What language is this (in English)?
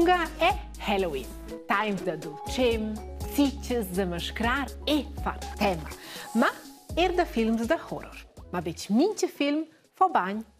Romansh